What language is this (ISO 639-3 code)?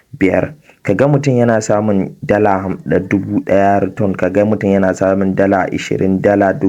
hau